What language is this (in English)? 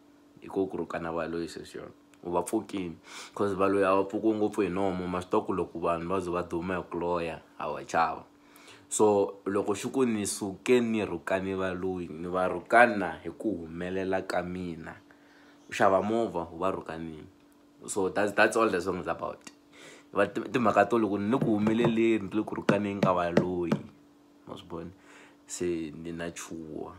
Tsonga